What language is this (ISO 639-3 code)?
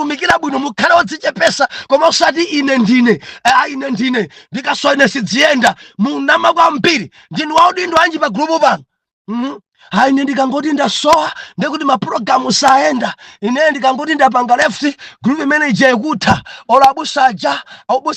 nya